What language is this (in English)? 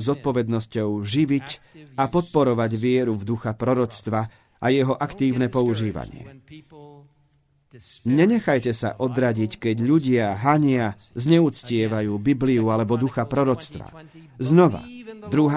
Slovak